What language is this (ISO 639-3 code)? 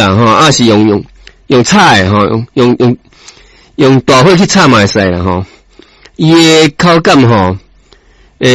nan